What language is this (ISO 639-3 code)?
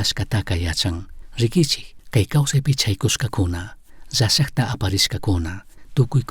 qug